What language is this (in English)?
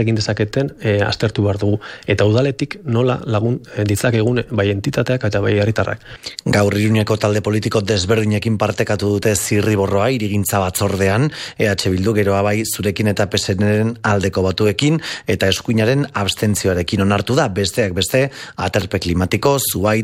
Basque